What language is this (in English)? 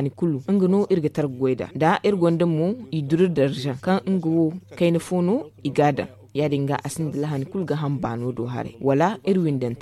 Zarma